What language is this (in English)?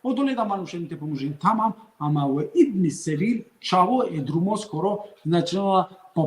Balkan Romani